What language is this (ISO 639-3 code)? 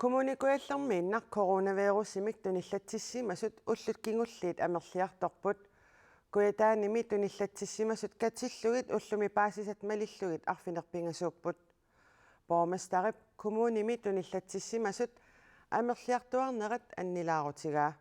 kal